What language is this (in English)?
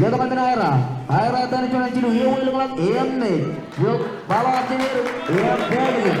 Marshallese